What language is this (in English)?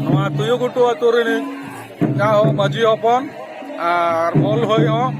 Santali